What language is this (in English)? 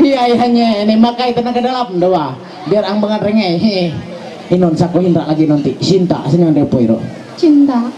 Ma'anyan